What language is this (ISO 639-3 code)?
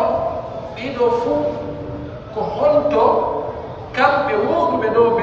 fuf